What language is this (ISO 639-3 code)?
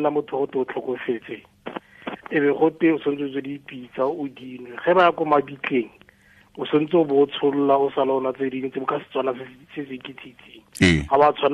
tsn